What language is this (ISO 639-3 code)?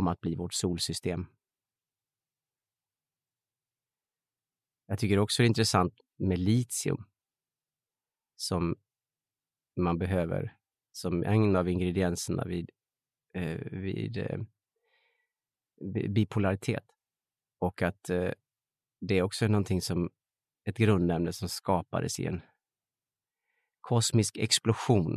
swe